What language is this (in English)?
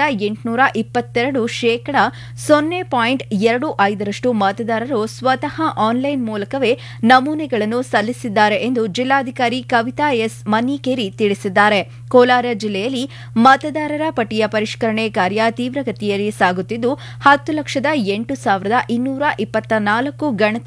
Kannada